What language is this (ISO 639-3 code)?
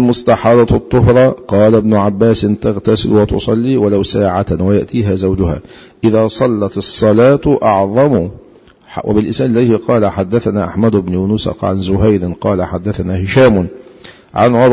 ara